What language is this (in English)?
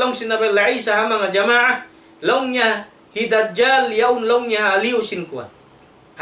Tausug